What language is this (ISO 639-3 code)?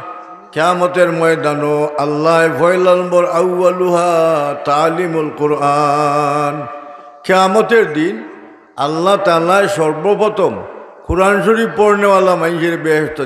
syl